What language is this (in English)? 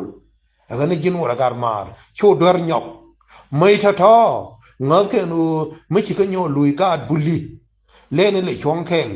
Nuer